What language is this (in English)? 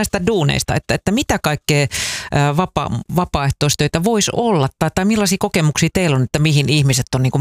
Finnish